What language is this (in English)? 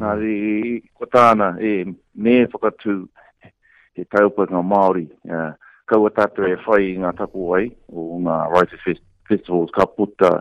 Māori